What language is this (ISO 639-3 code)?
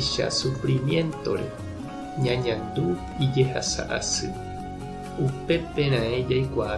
grn